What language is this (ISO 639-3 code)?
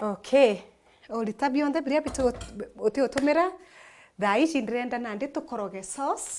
mer